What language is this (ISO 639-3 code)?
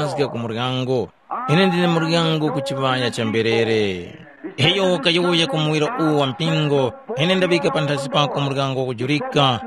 tum